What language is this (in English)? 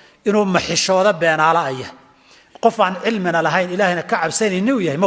Somali